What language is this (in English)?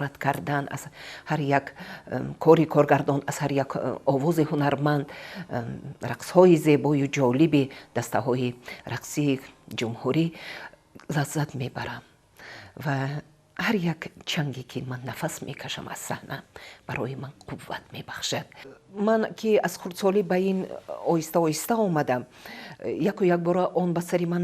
Tajik